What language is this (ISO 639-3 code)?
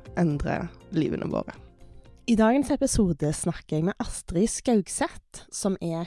nor